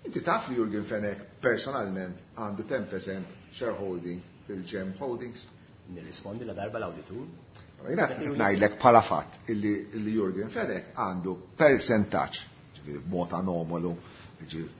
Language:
Maltese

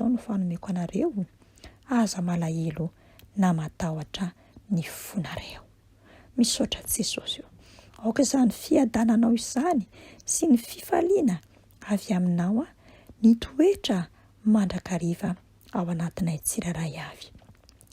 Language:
Malagasy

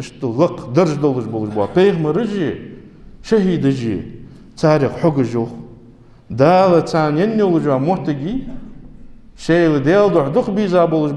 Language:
Ingush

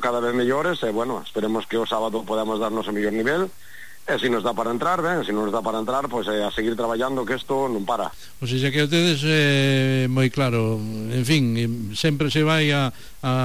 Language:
Galician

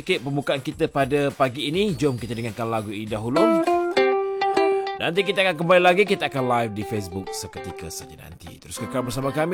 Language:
Malay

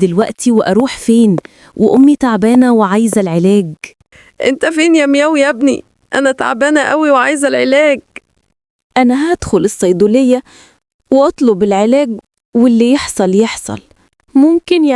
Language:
Egyptian Arabic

